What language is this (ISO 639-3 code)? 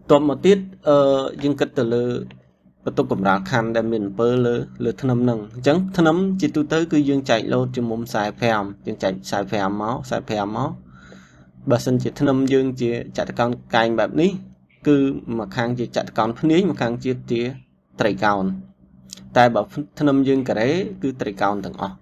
khm